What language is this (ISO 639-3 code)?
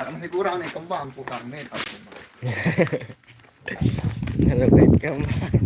sas